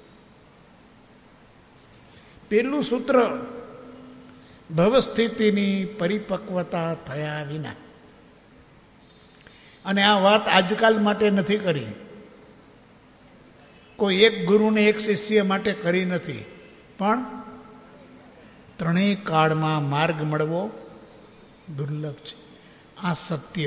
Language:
Gujarati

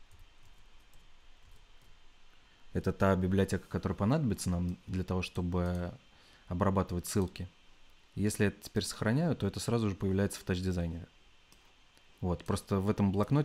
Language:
Russian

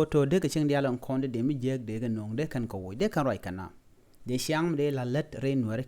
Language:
Nuer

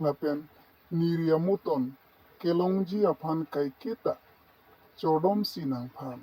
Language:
Karbi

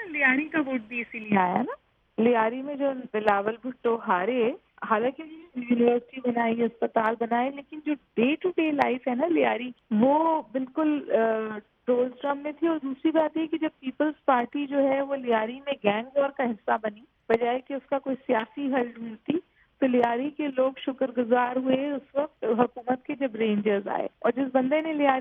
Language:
Urdu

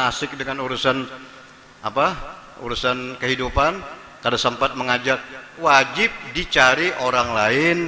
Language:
Banjar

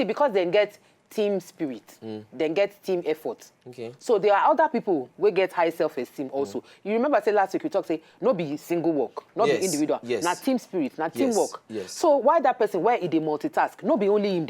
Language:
Nigerian Pidgin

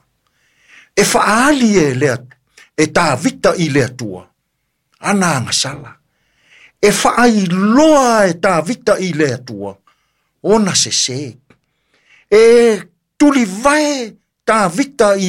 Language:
Samoan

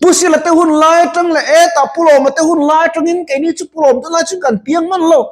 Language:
Mizo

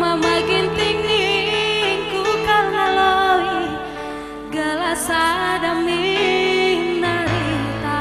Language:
Batak Karo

